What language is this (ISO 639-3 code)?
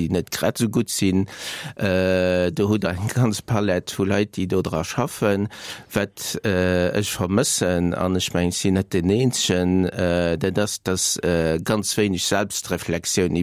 ltz